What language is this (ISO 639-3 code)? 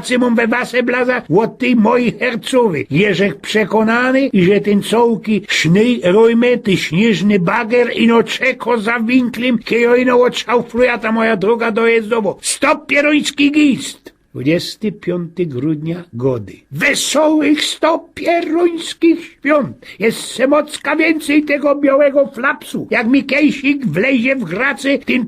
szl